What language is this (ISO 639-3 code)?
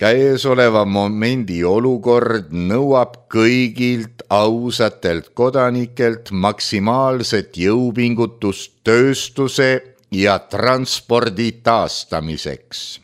est